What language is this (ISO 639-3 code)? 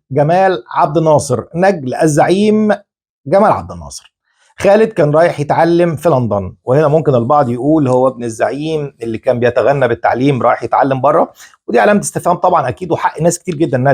arz